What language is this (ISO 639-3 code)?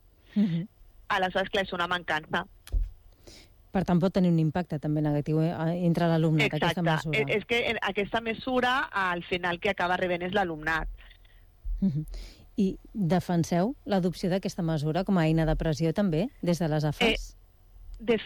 cat